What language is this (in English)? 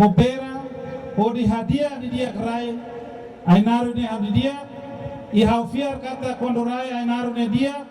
Tetum